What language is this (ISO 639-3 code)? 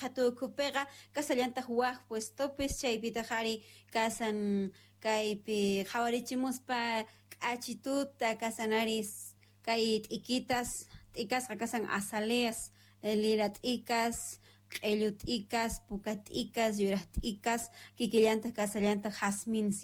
que